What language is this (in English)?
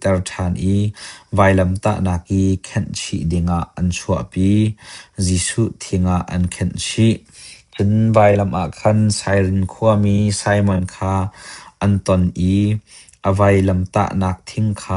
Hakha Chin